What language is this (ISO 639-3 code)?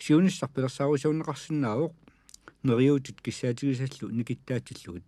kal